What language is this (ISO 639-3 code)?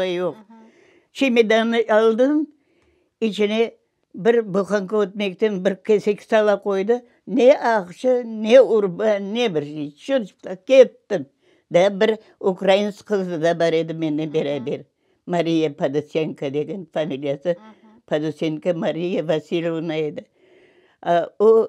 crh